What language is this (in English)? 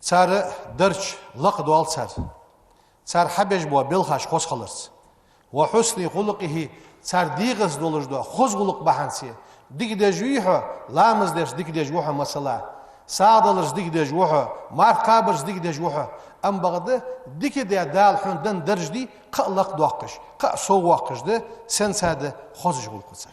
Ingush